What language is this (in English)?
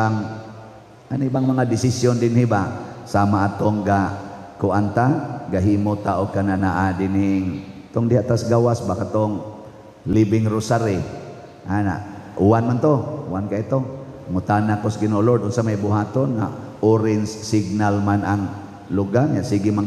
Cebuano